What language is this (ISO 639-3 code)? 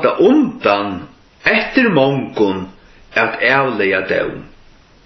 fao